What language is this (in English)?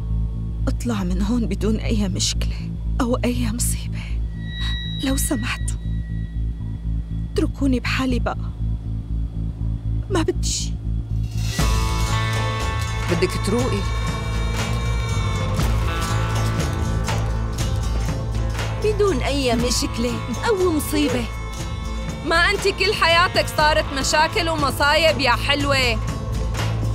North Levantine Arabic